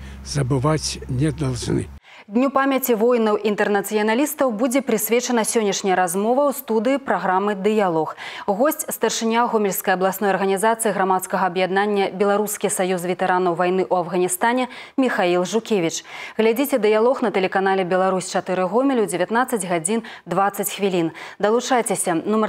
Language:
Belarusian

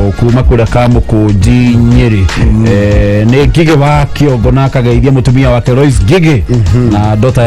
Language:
Kikuyu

